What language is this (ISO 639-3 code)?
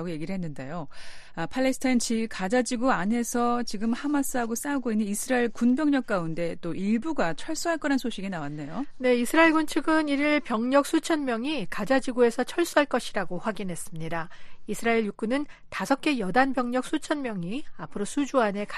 kor